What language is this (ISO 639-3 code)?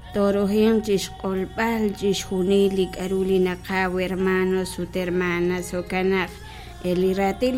kek